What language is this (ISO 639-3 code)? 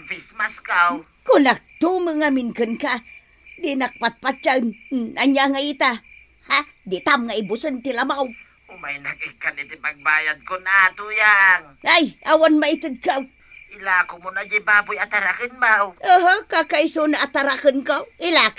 ilo